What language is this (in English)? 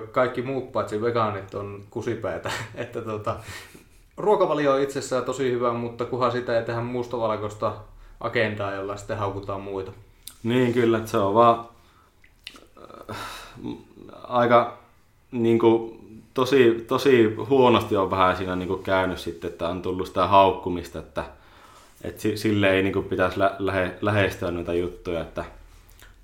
Finnish